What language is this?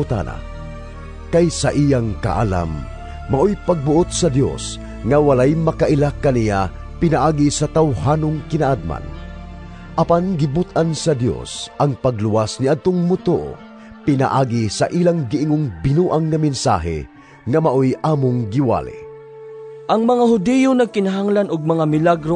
Cebuano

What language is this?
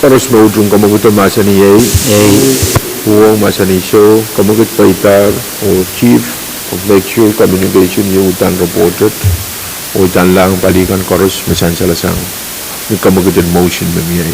Pohnpeian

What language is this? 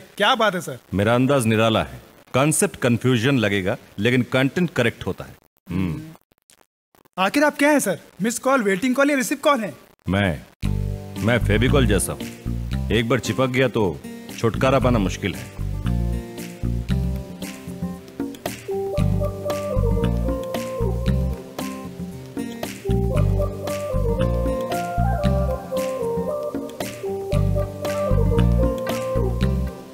Hindi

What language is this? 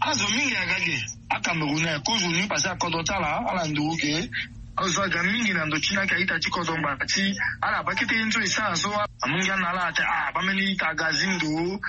Sango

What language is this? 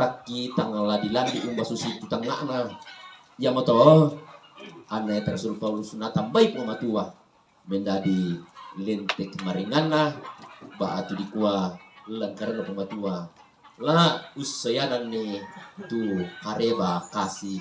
Toraja-Sa'dan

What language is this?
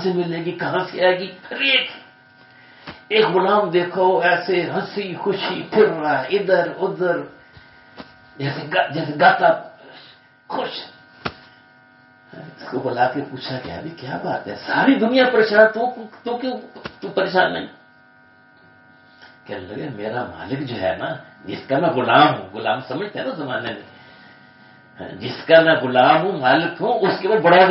Urdu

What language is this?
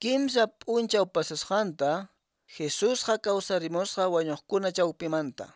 Quechua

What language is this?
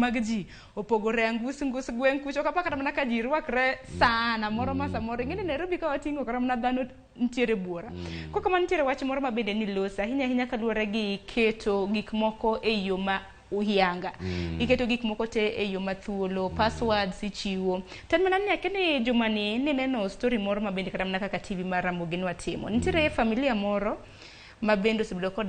Luo (Kenya and Tanzania)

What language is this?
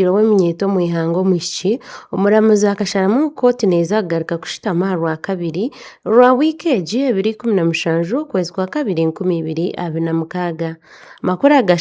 Nyankole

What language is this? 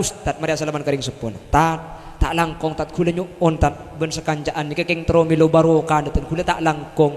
Madurese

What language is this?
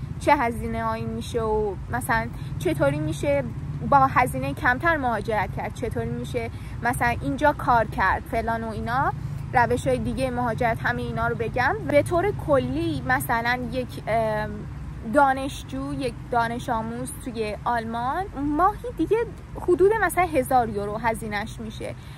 Persian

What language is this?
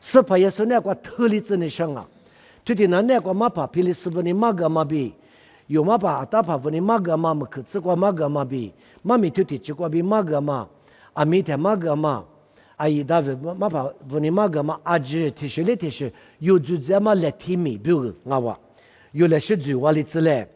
Lisu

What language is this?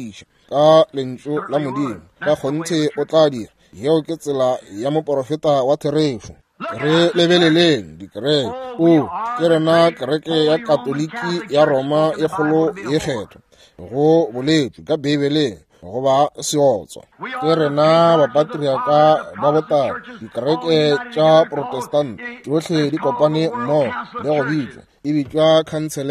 Northern Sotho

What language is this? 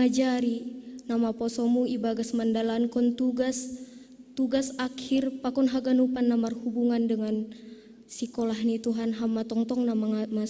Batak Simalungun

